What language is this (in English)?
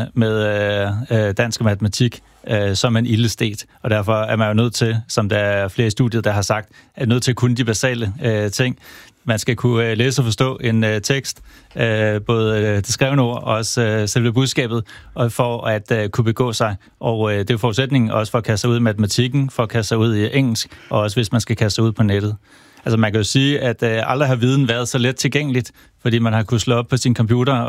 Danish